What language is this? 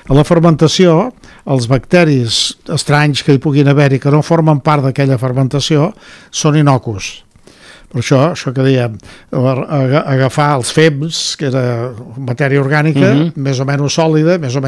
Catalan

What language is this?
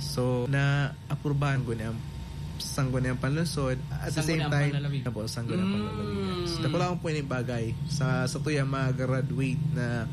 Bikol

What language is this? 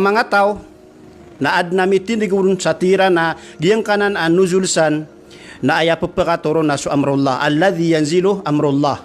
Maranao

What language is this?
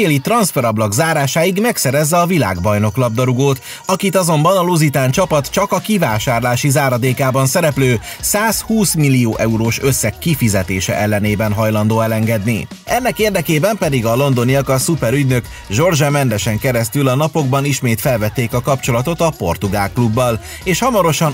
Hungarian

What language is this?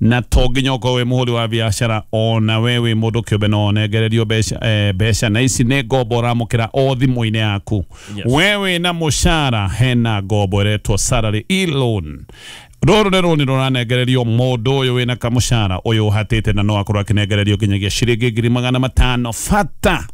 Kikuyu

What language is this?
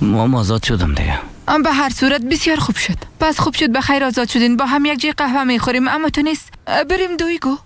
Persian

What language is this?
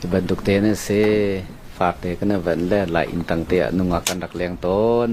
Hakha Chin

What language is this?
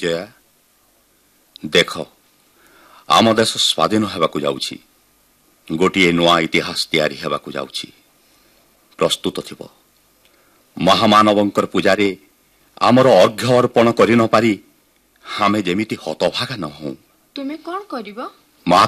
Odia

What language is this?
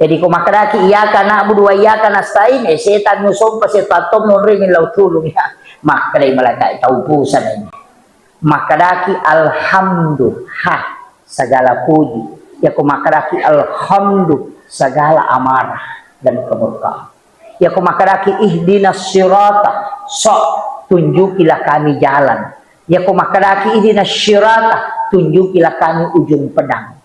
Buginese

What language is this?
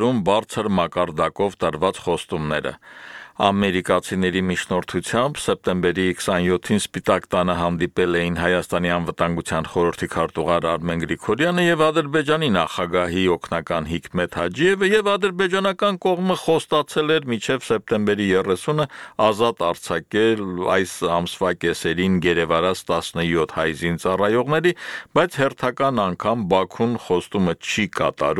Armenian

